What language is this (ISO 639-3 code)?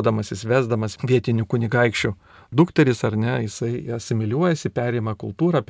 lit